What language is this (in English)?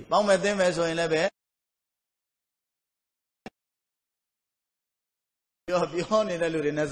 Burmese